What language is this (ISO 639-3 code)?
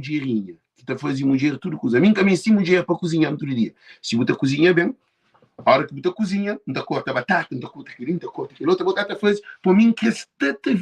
kea